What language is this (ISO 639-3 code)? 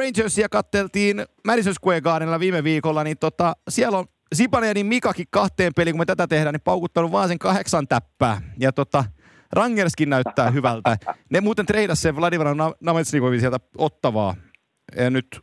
fin